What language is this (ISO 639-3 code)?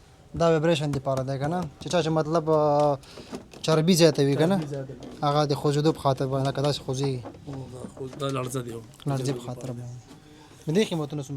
pus